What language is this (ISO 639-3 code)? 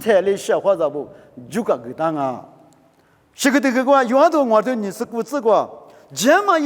lis